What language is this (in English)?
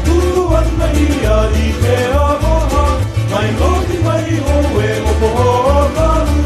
Hawaiian